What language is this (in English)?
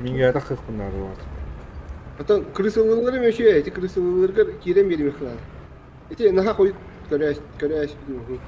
Yakut